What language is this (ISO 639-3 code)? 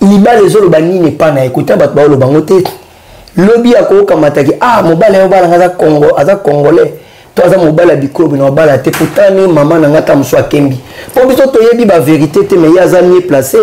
lin